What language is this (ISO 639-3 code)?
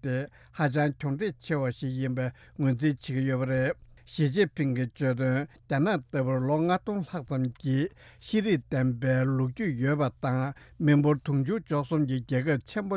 bod